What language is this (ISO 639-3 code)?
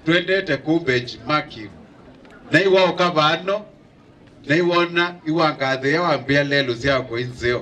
kam